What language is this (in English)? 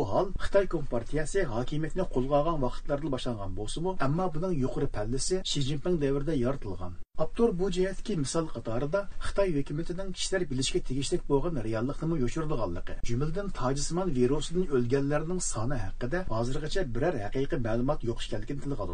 Uyghur